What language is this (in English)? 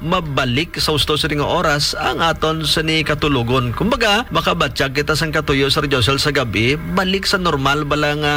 Hiligaynon